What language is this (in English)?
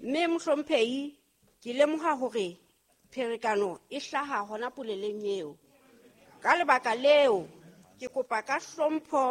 Southern Sotho